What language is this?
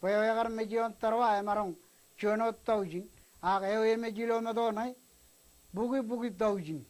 Marshallese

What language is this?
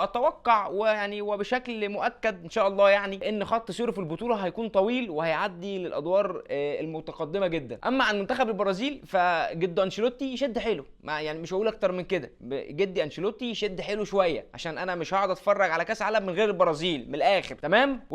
Egyptian Arabic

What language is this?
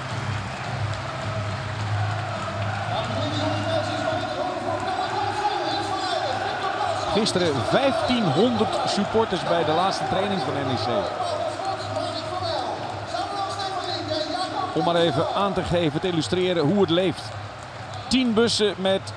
Dutch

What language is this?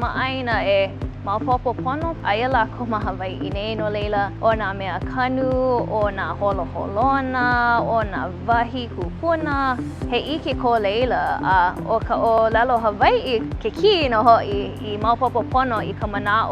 Hawaiian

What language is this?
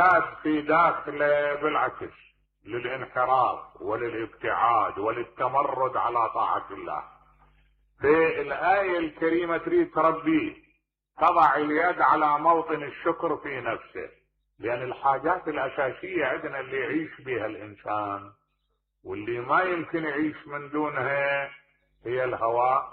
Mesopotamian Arabic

